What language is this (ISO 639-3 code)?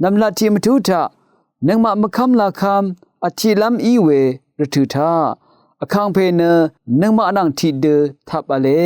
raw